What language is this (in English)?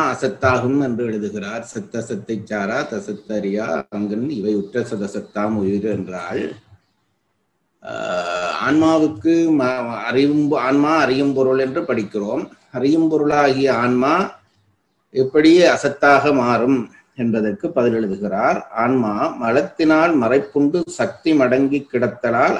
Tamil